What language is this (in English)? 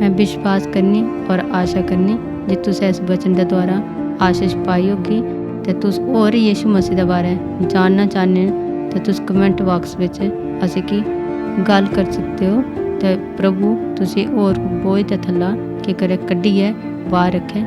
Dogri